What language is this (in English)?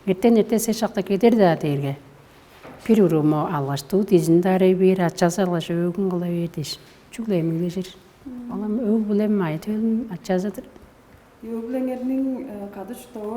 Tuvinian